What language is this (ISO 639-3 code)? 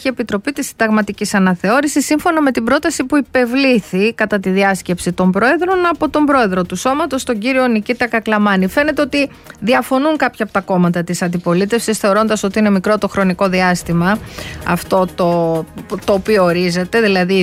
ell